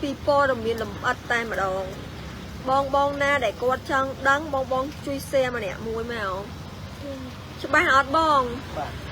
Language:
Khmer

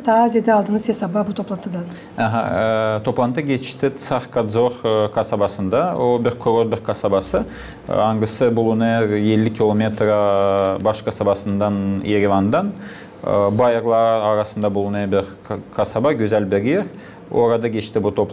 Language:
Gagauz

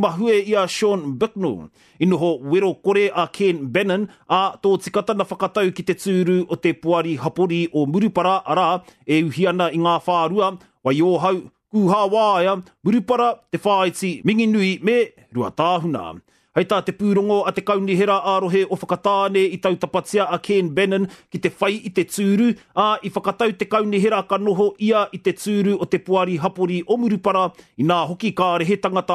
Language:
Māori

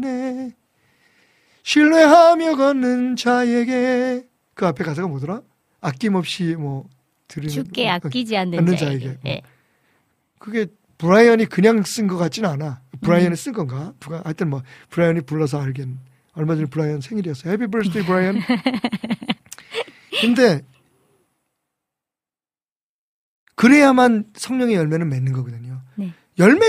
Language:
Korean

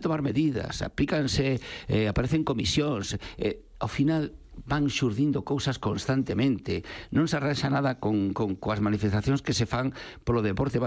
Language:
Galician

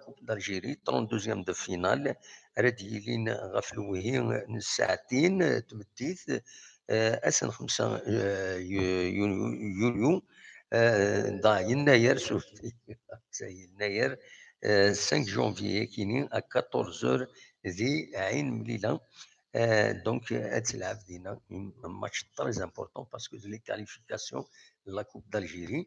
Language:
Kabyle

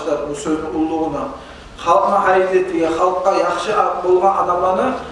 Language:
Kumyk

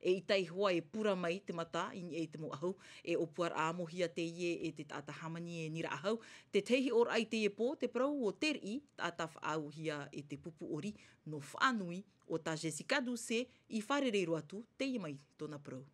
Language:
Tahitian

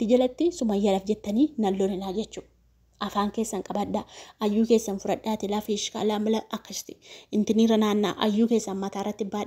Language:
Oromo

